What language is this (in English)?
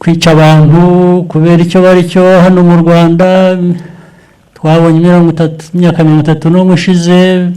Kinyarwanda